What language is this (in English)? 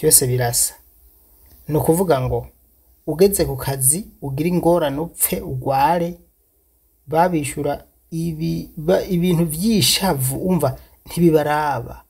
Rundi